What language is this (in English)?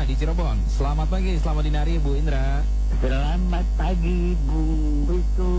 Indonesian